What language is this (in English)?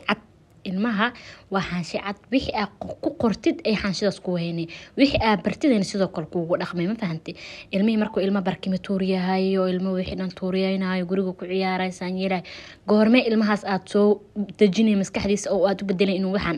Somali